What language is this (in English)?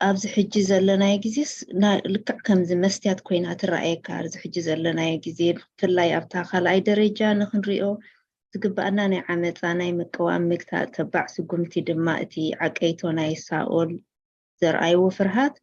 Tigrinya